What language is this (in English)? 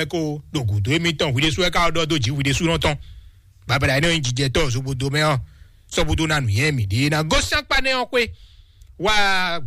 Fon